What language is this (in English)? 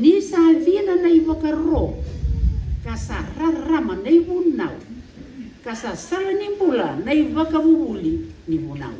Fijian